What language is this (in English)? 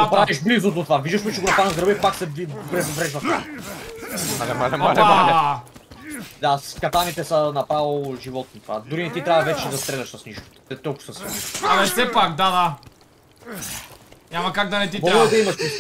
Bulgarian